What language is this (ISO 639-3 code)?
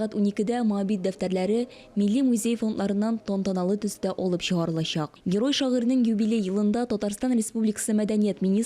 tat